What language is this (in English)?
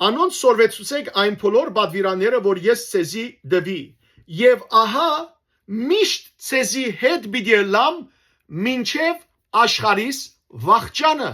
Western Armenian